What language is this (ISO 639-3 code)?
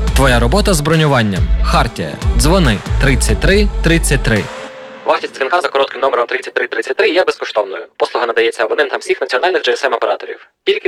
ukr